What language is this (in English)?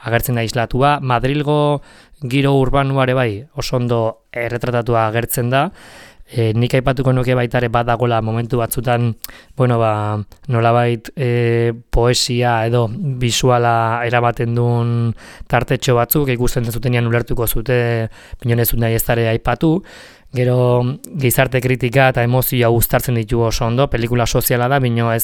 Basque